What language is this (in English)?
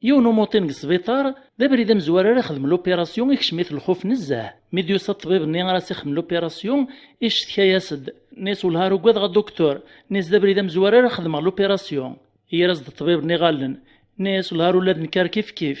Kabyle